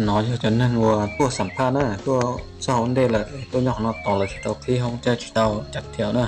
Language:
Hmong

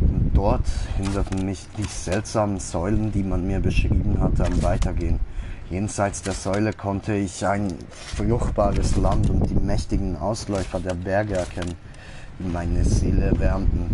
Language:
Swiss German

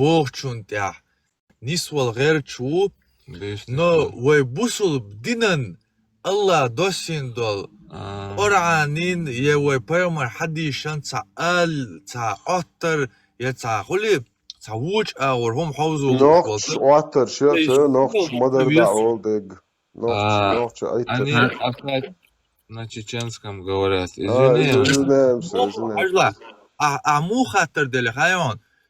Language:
Chechen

